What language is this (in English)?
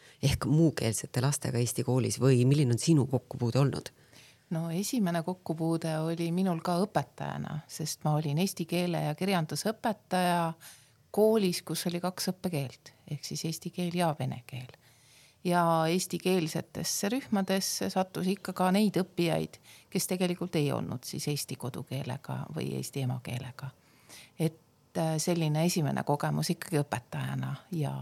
Estonian